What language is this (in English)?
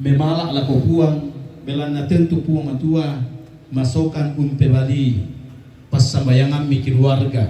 Toraja-Sa'dan